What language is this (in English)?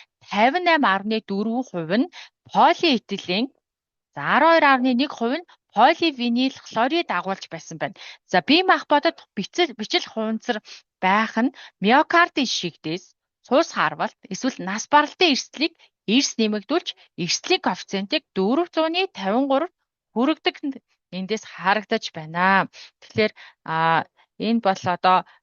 Mongolian